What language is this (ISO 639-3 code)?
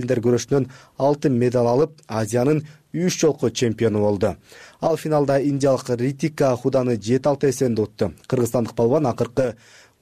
kir